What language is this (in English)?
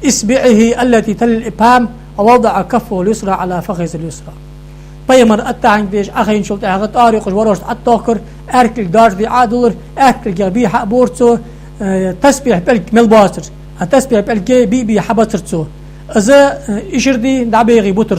Ingush